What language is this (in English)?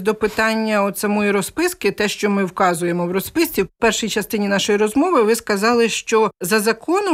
Ukrainian